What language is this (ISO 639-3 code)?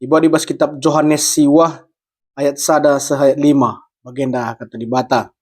btx